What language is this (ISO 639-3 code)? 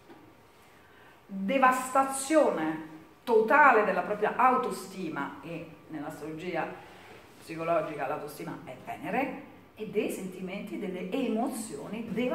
ita